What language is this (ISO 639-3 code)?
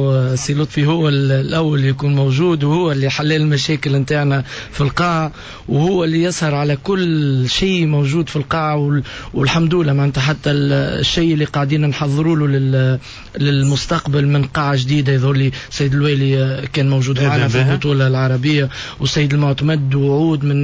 aeb